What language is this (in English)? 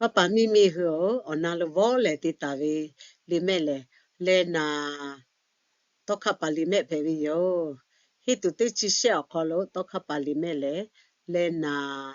Lahu